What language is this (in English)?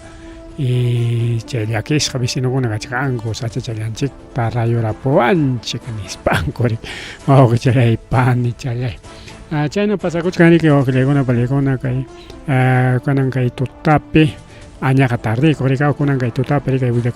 Ayacucho Quechua